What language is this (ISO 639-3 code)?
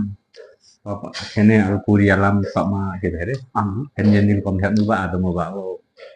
lif